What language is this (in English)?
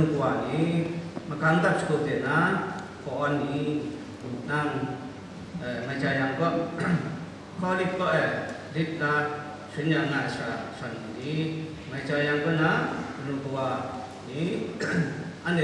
Kachin